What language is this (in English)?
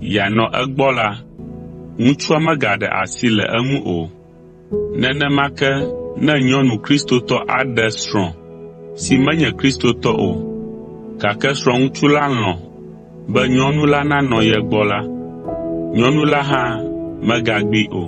Ewe